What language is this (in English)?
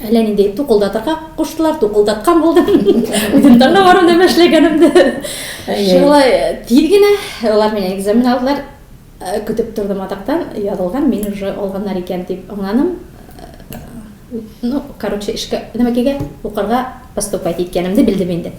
Tatar